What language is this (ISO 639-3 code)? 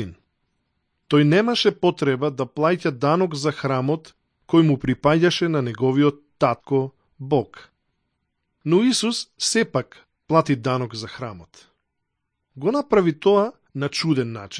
mkd